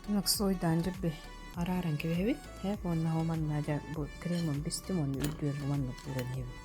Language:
Yakut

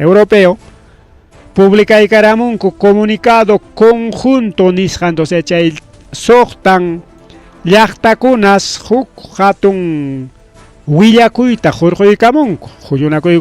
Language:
Ayacucho Quechua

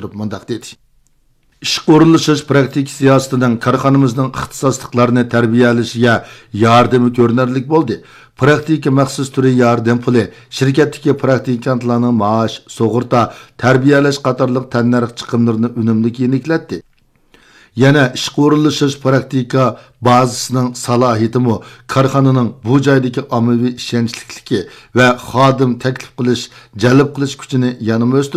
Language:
Uyghur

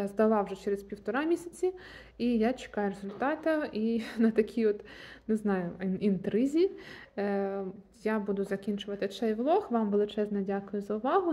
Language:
Ukrainian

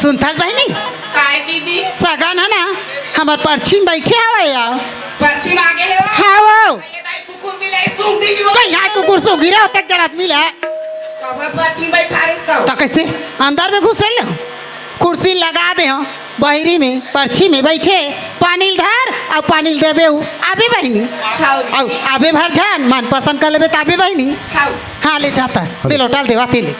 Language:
Chhattisgarhi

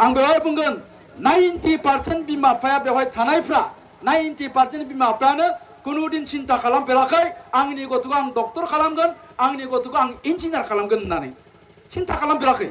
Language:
Bodo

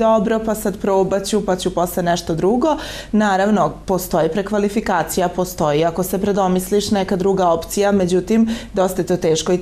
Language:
Serbian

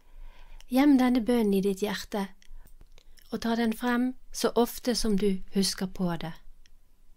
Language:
Norwegian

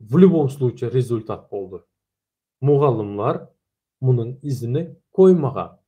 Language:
Turkmen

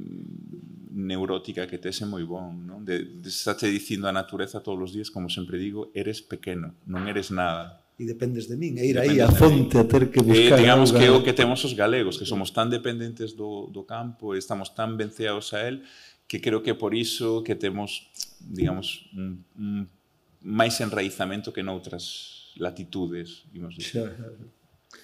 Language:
Galician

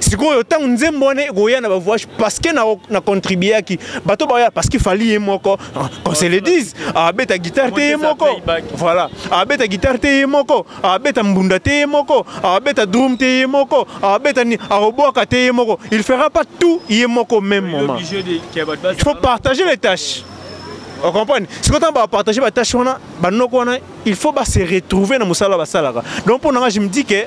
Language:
Lingala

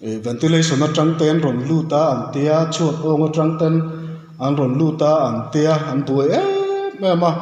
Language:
Mizo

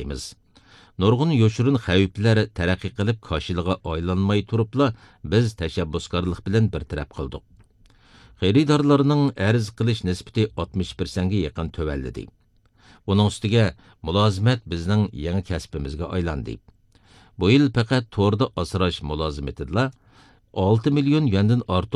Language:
Uyghur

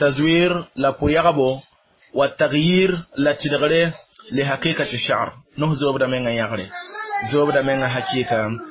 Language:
Mossi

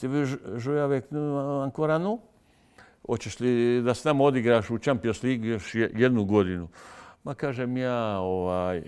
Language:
Bosnian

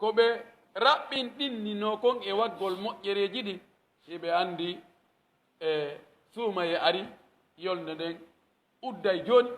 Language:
Pular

